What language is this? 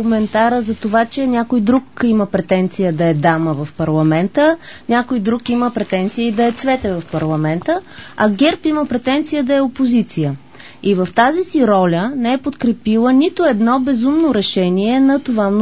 Bulgarian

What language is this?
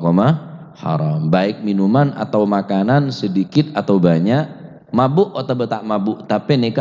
Madurese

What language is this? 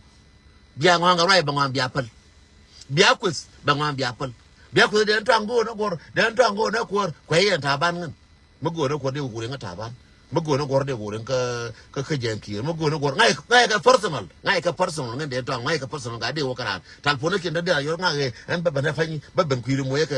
Nuer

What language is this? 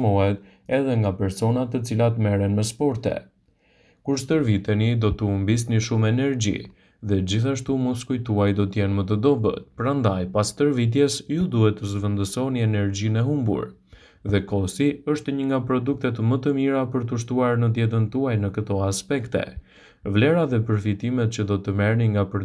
Albanian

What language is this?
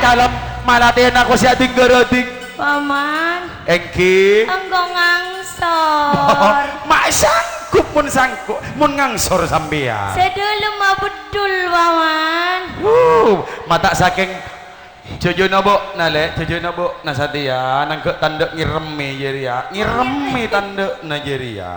Madurese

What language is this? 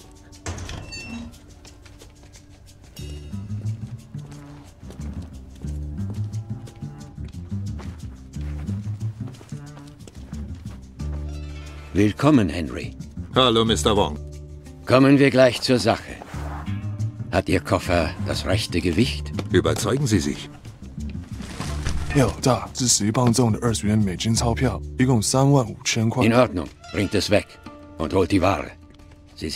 German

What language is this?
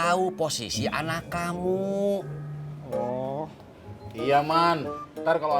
Betawi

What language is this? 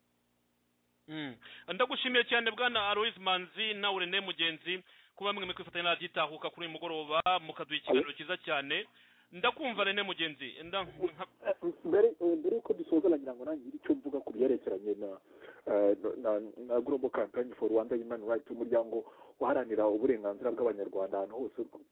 Kinyarwanda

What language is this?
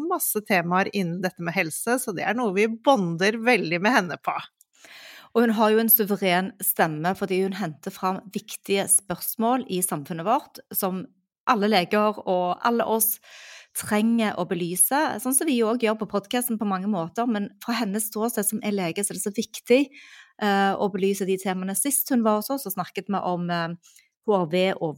Norwegian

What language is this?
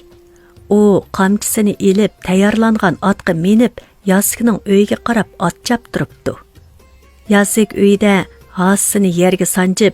Uyghur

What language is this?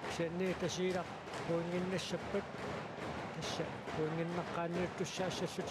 Kalaallisut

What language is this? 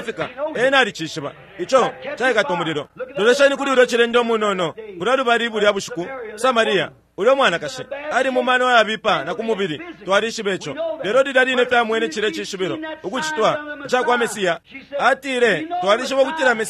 Bemba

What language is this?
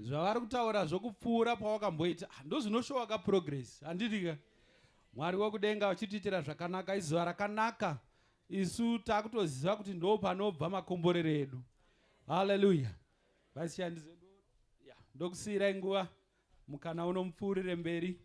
Shona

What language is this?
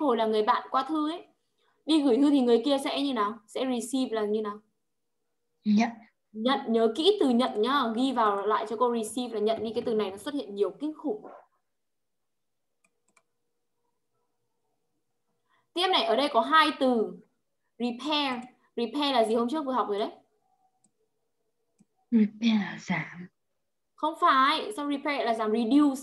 Vietnamese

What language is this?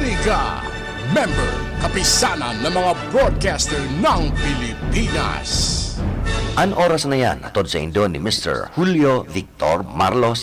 Bikol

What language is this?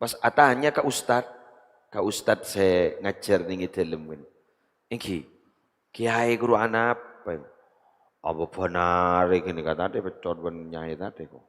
Madurese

